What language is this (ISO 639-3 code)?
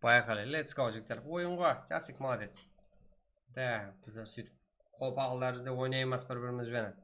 kaa